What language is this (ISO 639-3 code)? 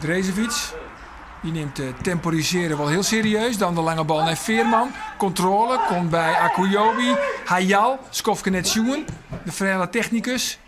fry